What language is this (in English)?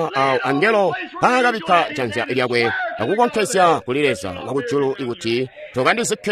Tonga (Zambia)